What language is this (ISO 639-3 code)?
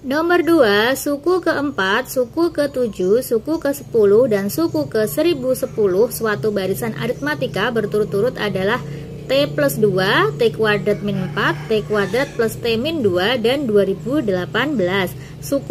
ind